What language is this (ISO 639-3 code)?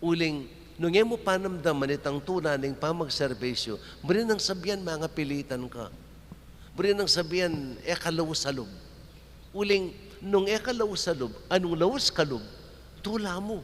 pam